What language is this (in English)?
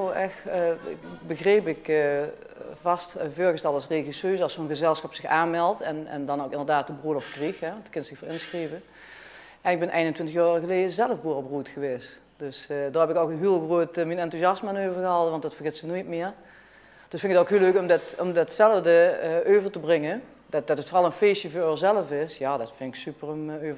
Limburgish